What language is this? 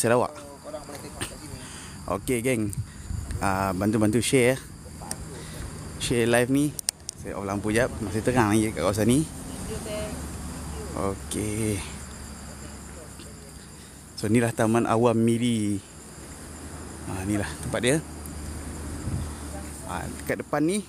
Malay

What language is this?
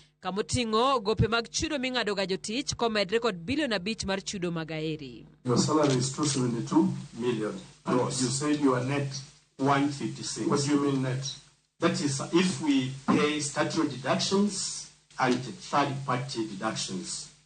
Luo (Kenya and Tanzania)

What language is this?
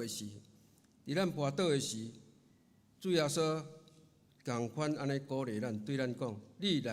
Min Nan Chinese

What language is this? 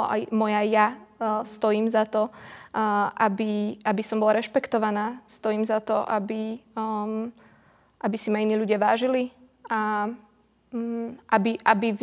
Slovak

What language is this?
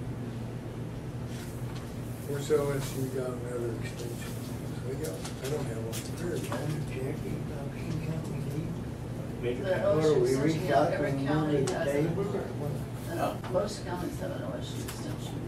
English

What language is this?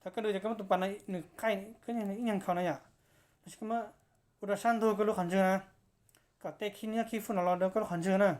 Hmong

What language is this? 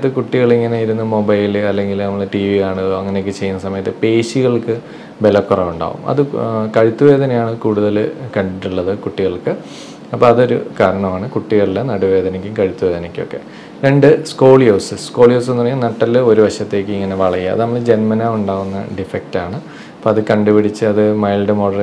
Malayalam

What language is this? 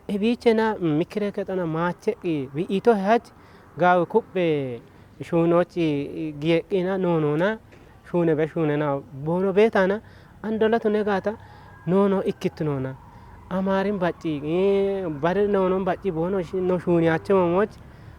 Kafa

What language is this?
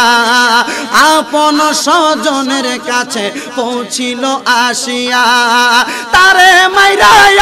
Bangla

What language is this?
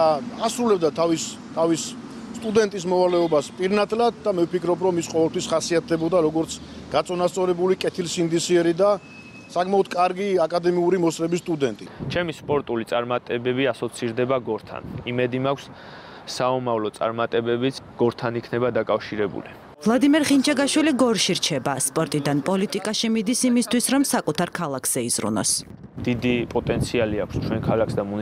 Georgian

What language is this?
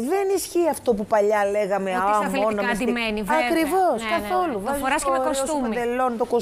Greek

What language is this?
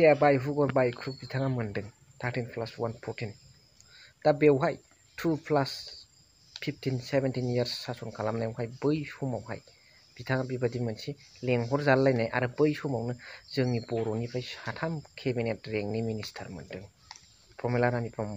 Bodo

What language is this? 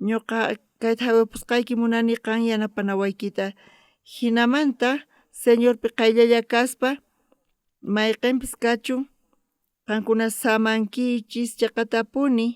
South Bolivian Quechua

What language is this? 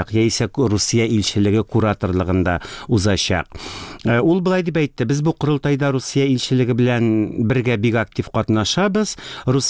Tatar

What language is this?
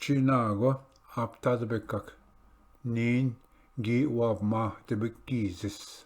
Ojibwa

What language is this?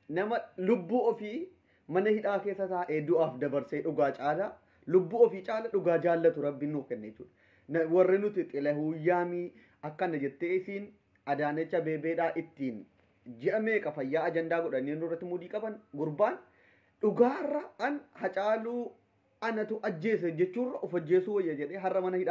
Oromo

